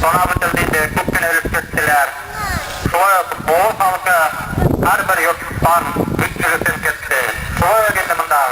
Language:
Tatar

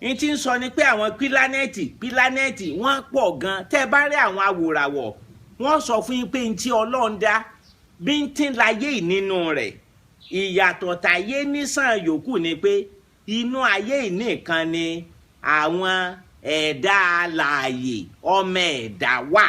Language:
Yoruba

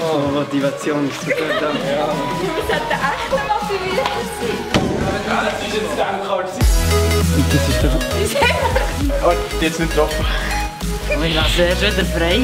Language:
Swiss German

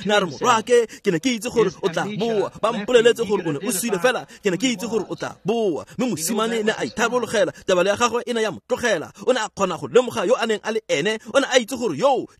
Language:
Tswana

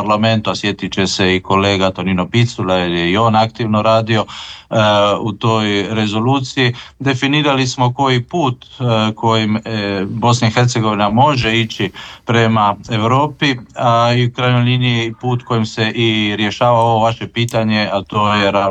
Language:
Croatian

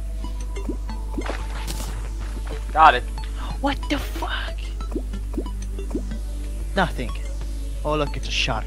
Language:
English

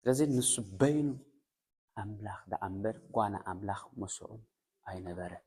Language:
Tigrinya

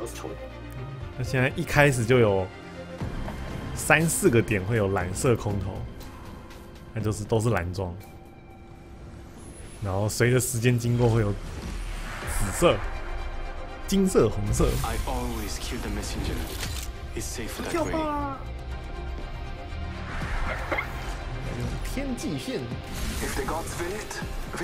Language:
Chinese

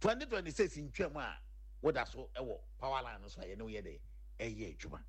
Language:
Akan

